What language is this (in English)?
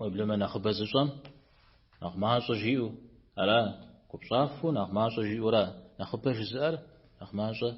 Kabardian